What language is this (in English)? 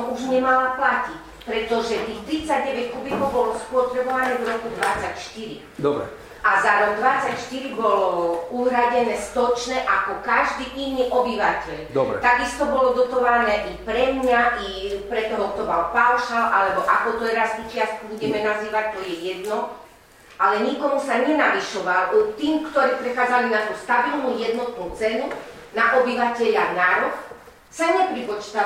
Slovak